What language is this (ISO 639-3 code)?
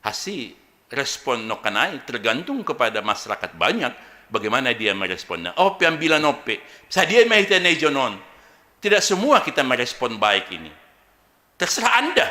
bts